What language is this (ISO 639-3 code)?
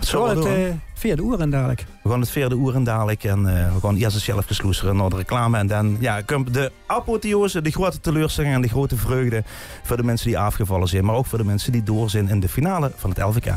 lim